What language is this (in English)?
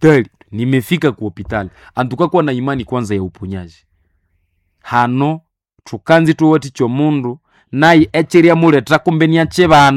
Nande